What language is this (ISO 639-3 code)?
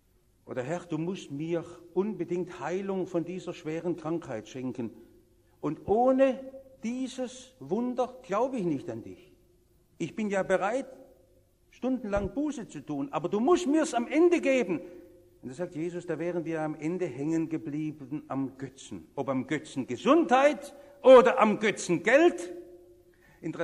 deu